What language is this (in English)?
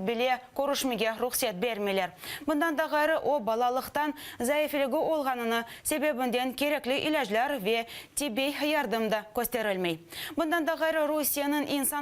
Crimean Tatar